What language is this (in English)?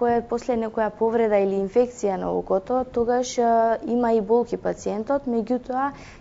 Macedonian